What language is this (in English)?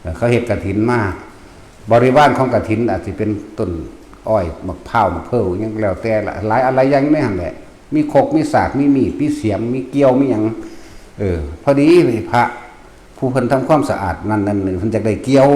Northeastern Thai